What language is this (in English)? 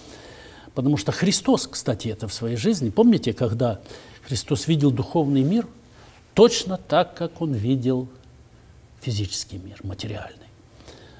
Russian